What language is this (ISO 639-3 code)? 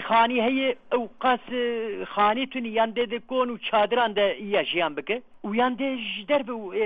kur